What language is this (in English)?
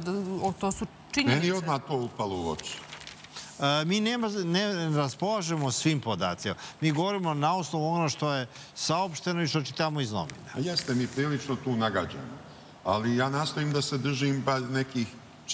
Serbian